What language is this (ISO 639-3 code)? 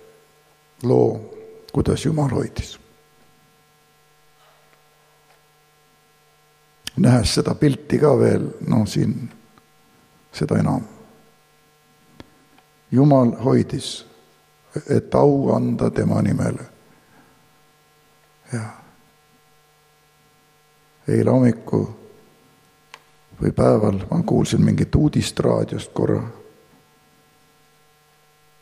est